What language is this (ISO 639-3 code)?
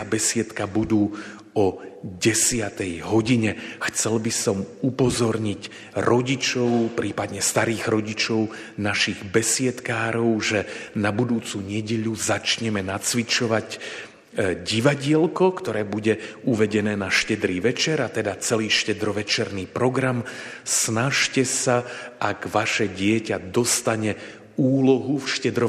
slk